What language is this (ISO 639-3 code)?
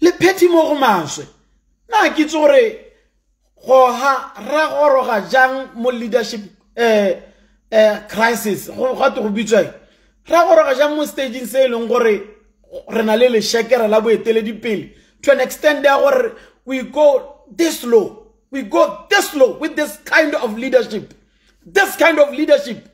tsn